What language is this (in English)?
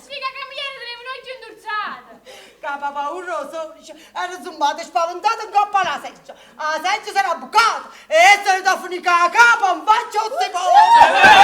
Neapolitan